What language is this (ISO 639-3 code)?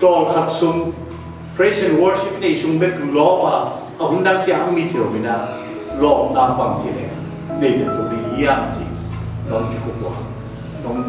ctd